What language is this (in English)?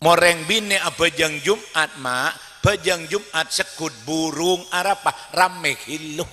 Madurese